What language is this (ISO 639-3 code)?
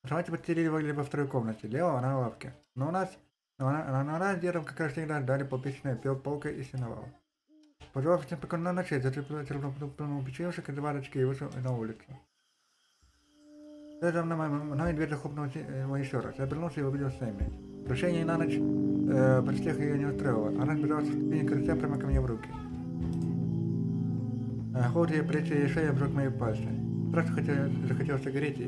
rus